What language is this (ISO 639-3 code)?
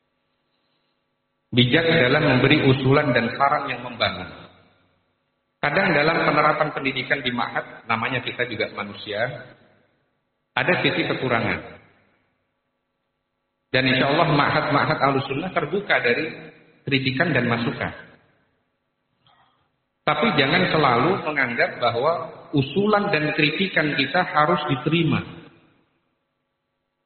ind